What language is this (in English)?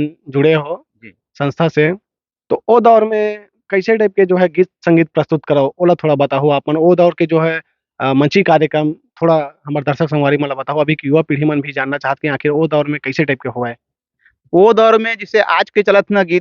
Chhattisgarhi